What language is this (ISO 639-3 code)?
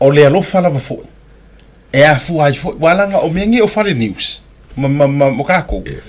smo